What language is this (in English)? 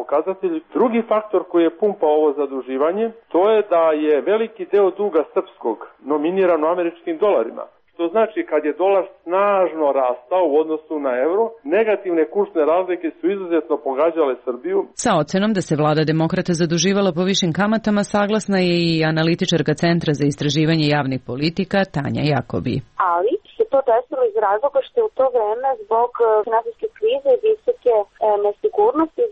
Serbian